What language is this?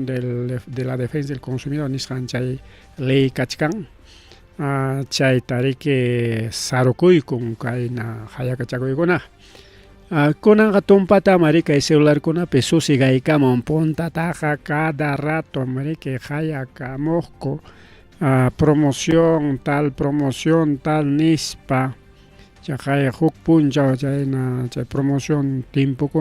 Ayacucho Quechua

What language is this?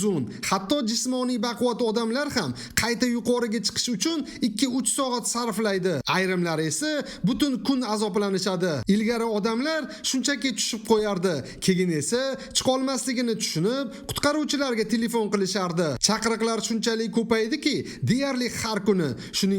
Uzbek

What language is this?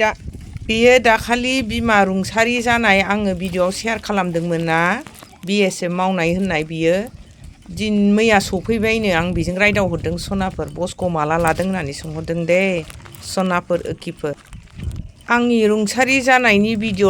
Bodo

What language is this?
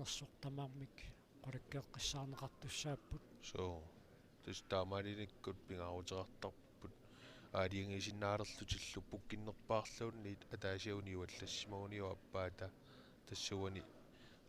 Kalaallisut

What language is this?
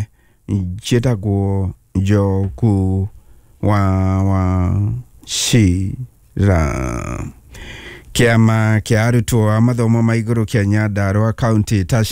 Kikuyu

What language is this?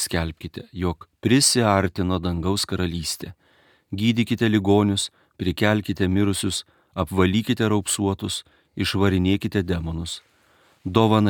Lithuanian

